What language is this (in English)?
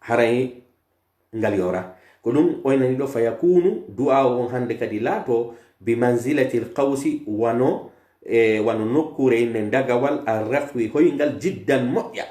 Pular